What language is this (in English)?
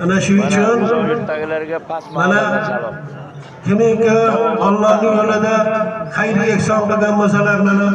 Uzbek